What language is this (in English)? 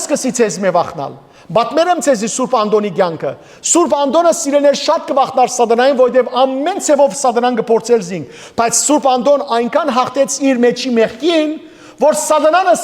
Western Armenian